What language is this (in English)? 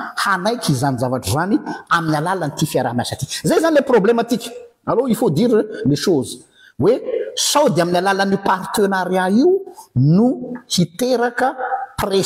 Malagasy